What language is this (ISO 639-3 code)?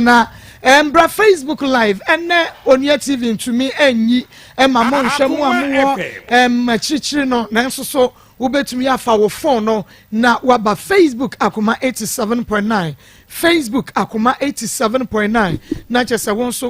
aka